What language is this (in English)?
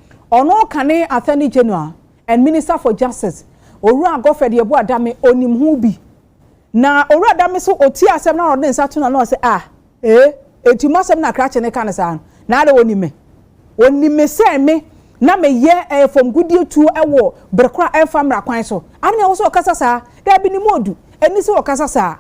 Akan